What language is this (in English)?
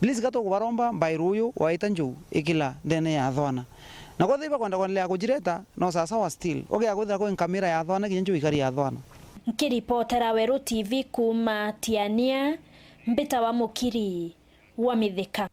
Meru